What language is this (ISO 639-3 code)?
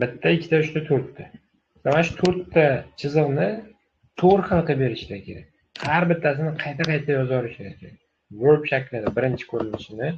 uzb